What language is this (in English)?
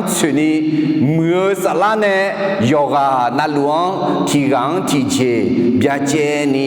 Akha